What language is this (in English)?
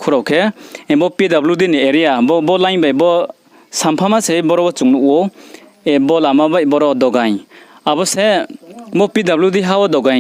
Riang (India)